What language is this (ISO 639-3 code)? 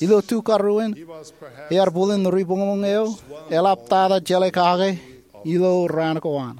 mah